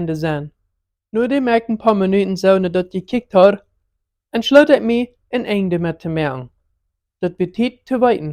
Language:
Plautdietsch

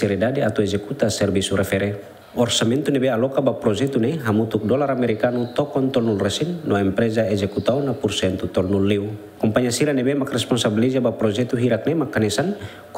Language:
Tetum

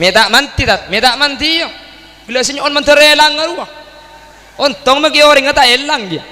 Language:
Madurese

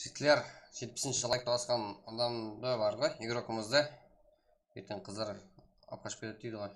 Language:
Kara-Kalpak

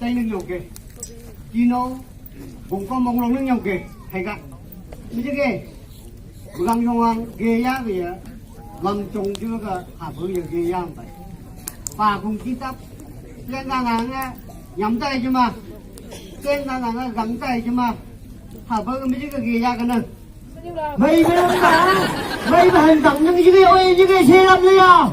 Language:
Phom Naga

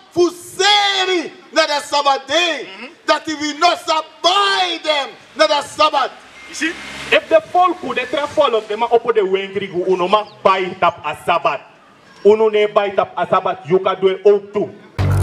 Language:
Sranan Tongo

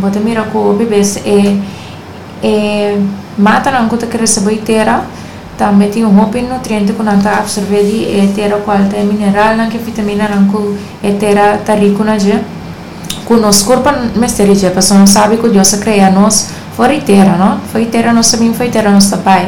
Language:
Papiamento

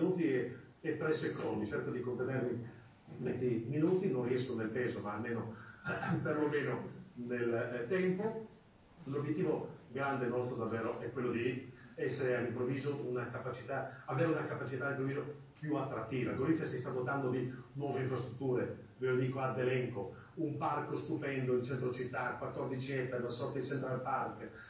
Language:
Italian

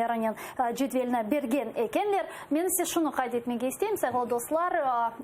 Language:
Crimean Tatar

